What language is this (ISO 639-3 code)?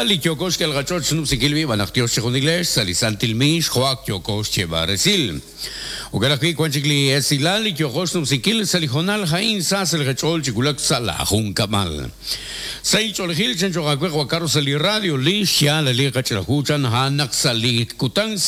kek